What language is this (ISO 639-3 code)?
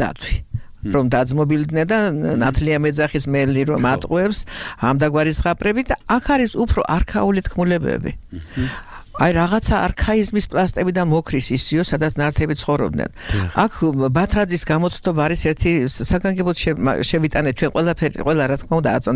kat